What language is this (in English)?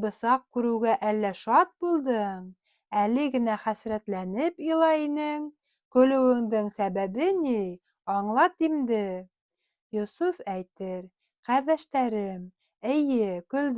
Bashkir